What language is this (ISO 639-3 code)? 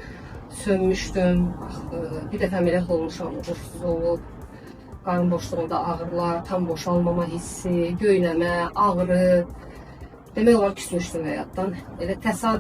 aze